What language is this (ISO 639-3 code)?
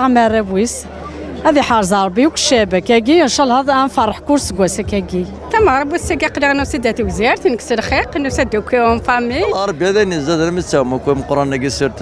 kab